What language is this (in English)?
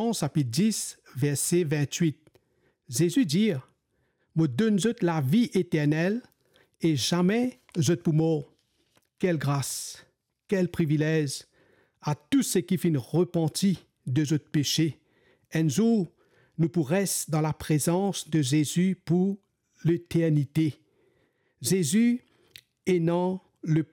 Morisyen